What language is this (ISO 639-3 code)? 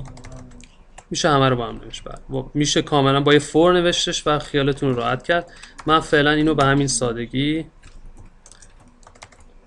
fas